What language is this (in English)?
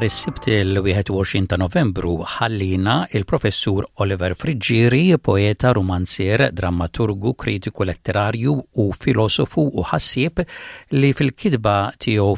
Maltese